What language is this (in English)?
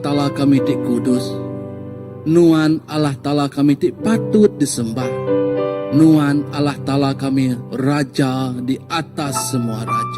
Iban